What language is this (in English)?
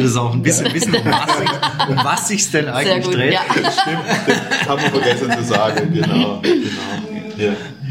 German